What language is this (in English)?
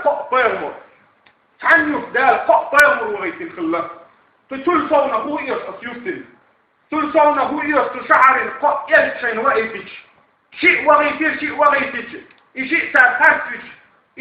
Chechen